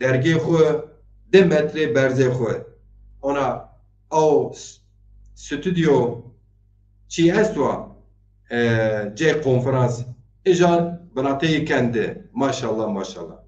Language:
Zaza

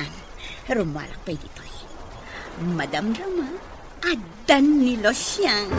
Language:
Iloko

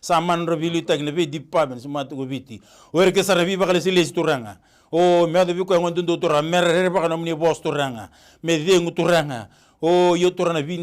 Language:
Fijian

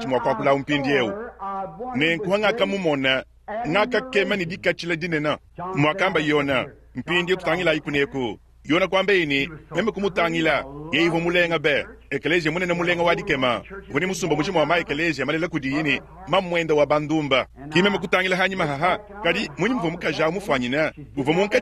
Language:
Luba-Lulua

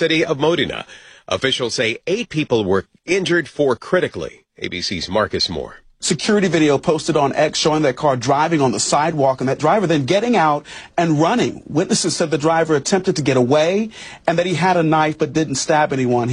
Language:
English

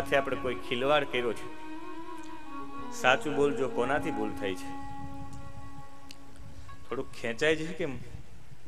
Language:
Gujarati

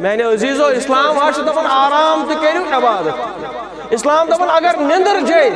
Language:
Kashmiri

